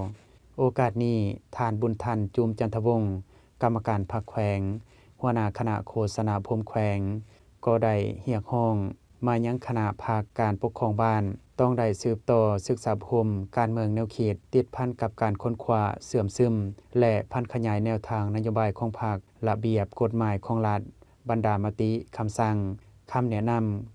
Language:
Lao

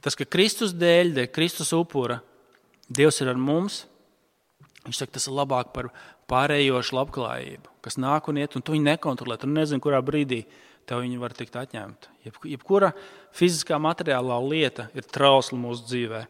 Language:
Latvian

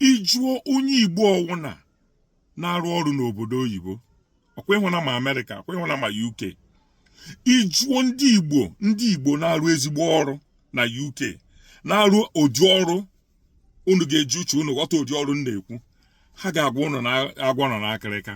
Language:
Igbo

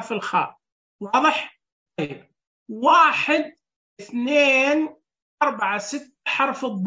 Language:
Najdi Arabic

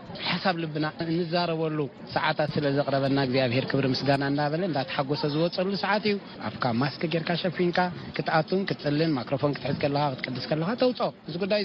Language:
Tigrinya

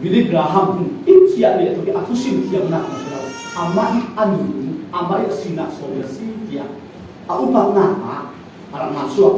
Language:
Falam Chin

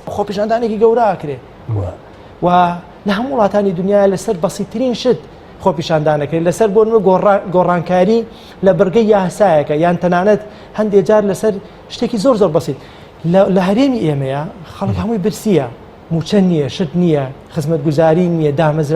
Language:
Central Kurdish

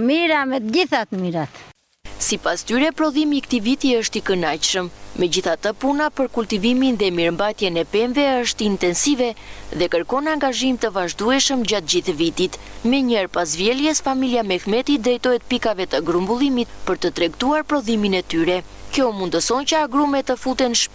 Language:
Albanian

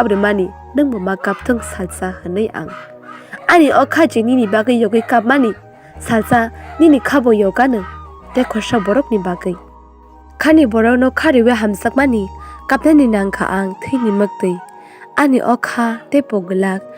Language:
Kok Borok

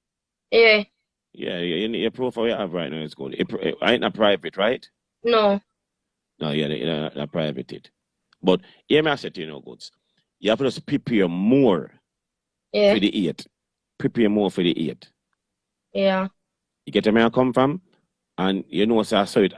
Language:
Jamaican Creole English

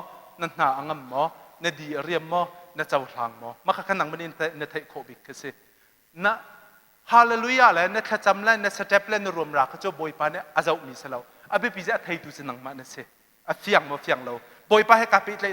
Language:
Hakha Chin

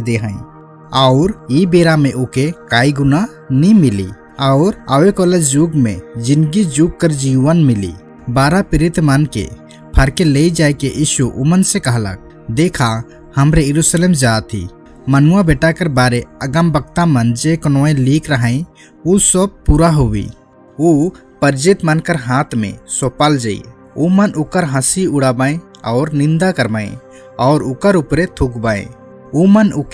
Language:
Sadri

